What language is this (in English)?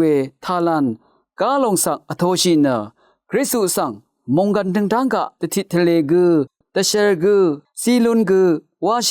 Rawang